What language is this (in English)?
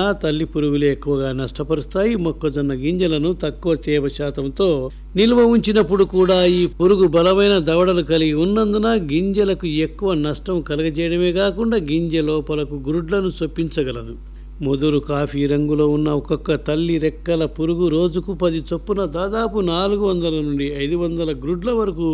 Telugu